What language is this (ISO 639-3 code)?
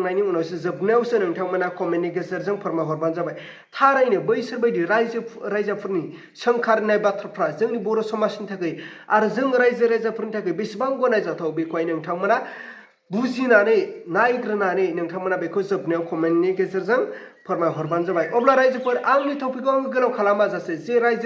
brx